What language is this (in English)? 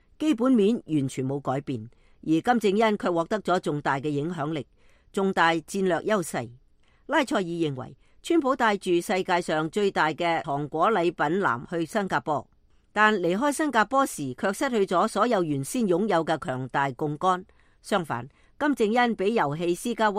Cantonese